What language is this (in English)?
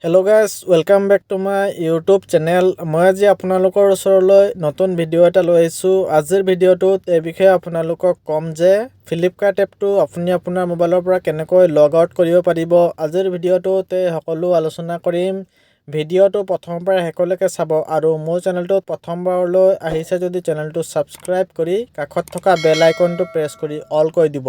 Assamese